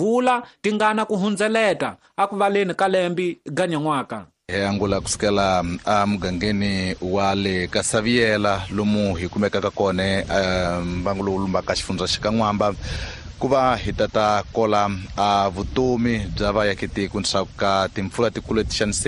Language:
Tsonga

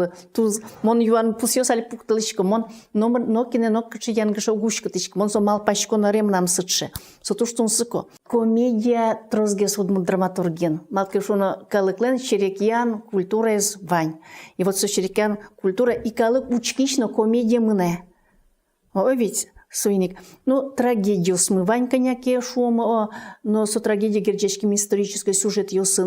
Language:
Udmurt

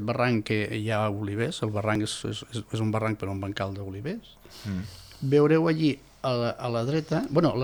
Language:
Catalan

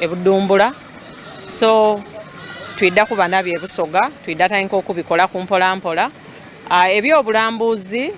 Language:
Soga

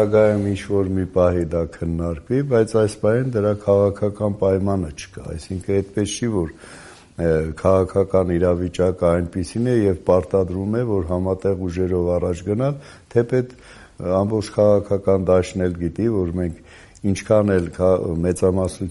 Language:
Armenian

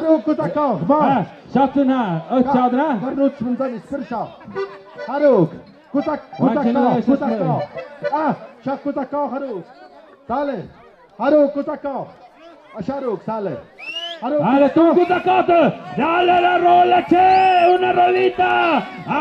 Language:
Tlahuitoltepec Mixe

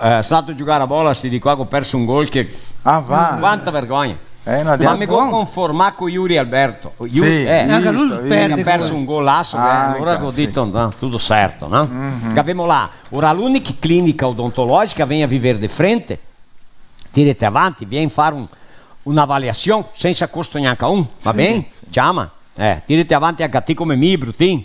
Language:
Venetian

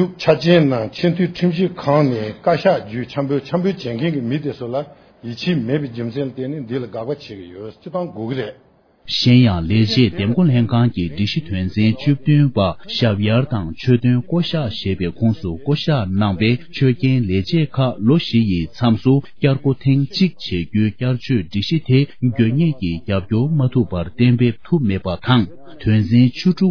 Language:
Tibetan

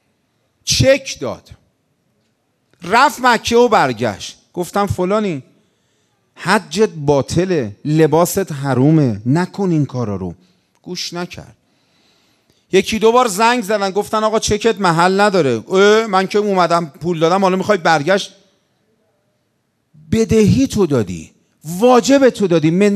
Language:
Persian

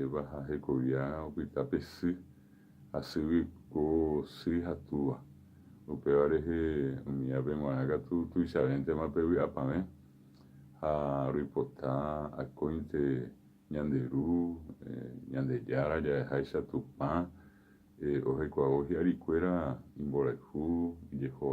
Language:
Guarani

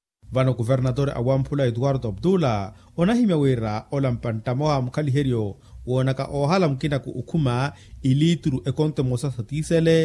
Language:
Makhuwa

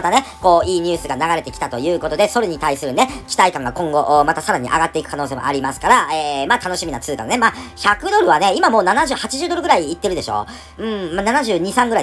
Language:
Japanese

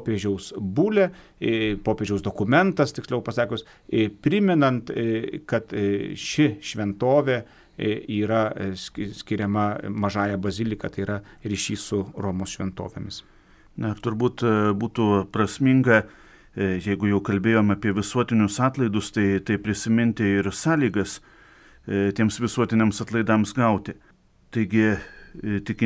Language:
Lithuanian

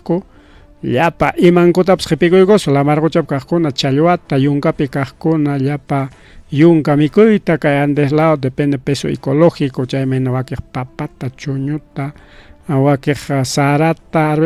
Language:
Ayacucho Quechua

